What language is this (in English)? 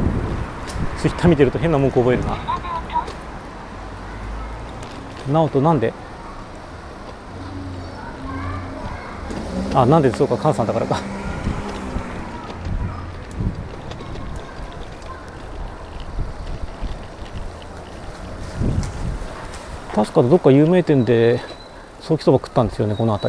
Japanese